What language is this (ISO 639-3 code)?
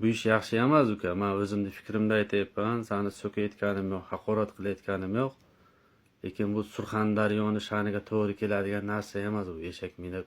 uzb